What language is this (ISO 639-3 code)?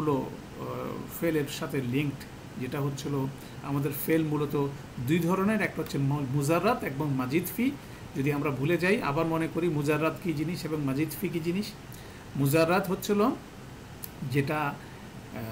ben